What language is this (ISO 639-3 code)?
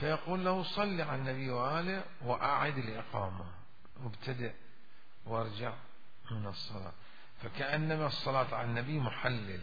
acm